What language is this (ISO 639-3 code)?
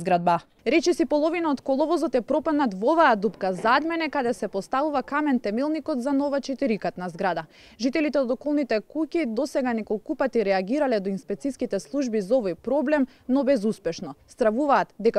mkd